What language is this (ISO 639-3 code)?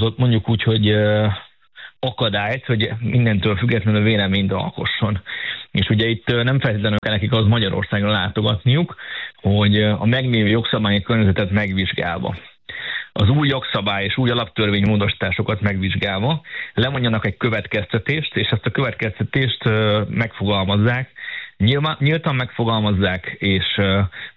hun